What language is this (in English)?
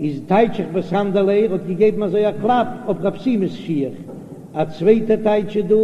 Yiddish